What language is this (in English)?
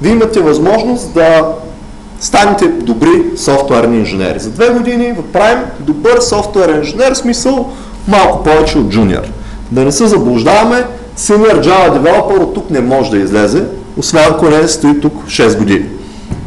Bulgarian